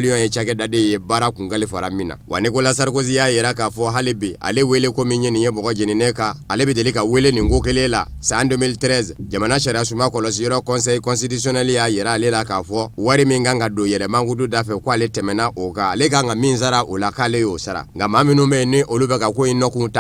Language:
Bambara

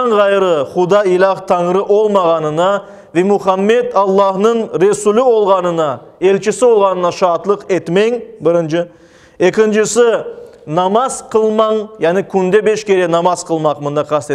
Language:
Crimean Tatar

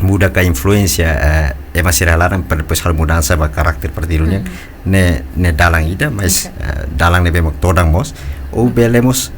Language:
Tetum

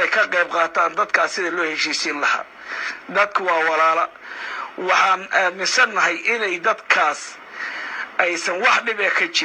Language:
Somali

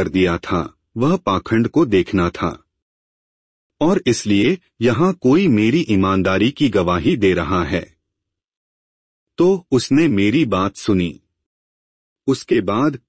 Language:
Hindi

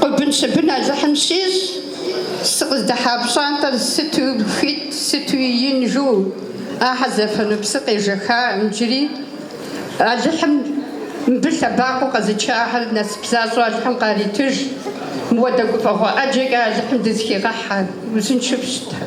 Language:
Kabardian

